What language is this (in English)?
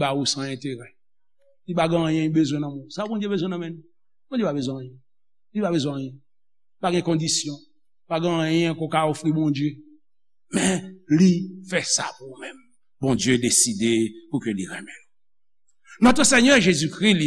Haitian Creole